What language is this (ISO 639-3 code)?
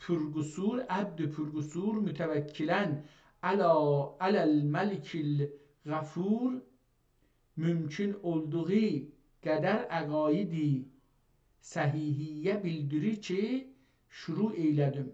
azb